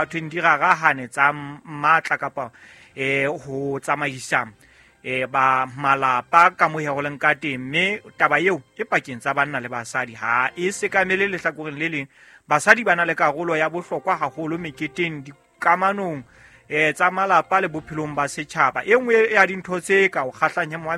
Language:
Southern Sotho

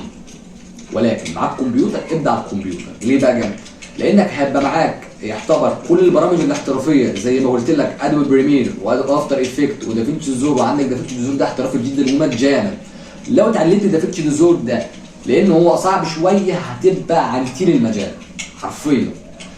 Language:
Egyptian Arabic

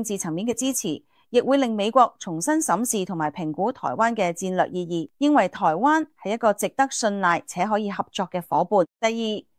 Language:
Cantonese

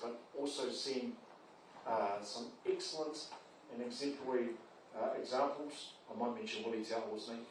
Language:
Māori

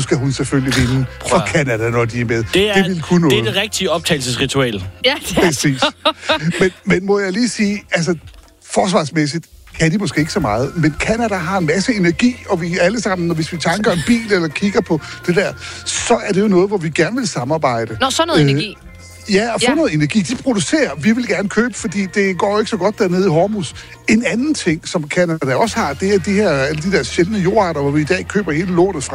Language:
Danish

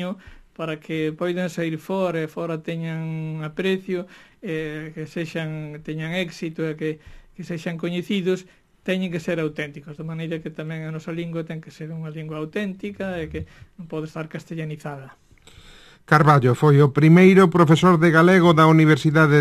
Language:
Galician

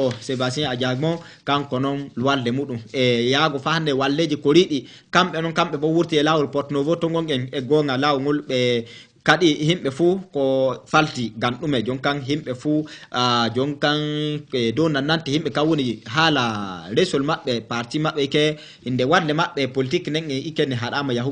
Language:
Fula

